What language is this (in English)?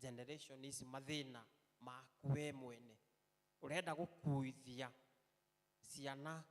Kikuyu